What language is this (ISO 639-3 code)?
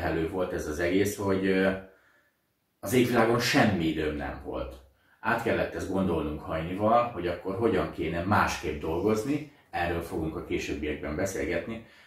hun